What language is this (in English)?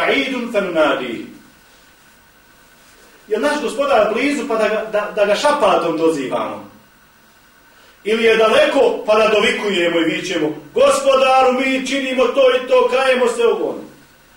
Bosnian